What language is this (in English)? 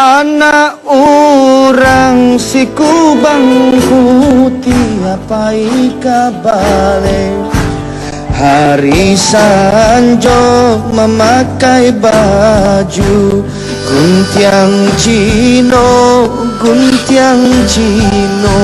Minangkabau